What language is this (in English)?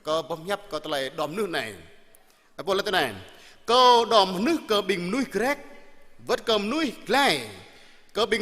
Jarai